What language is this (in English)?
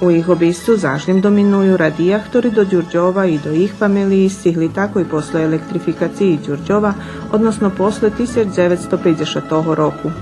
Rusyn